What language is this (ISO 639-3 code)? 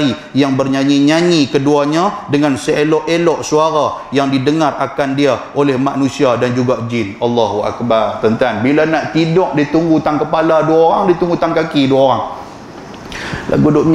msa